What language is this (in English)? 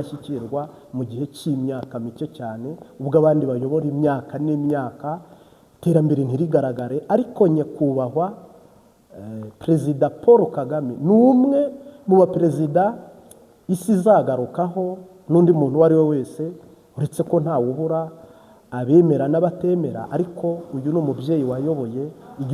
Kinyarwanda